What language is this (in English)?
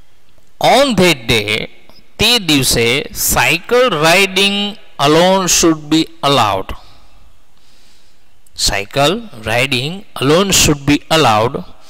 Gujarati